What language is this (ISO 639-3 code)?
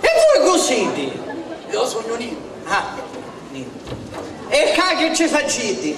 scn